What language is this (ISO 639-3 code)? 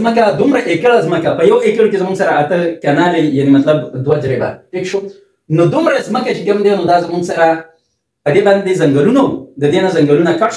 pus